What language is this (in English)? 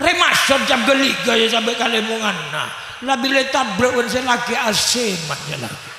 Madurese